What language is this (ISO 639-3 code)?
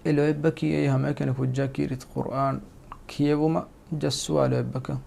div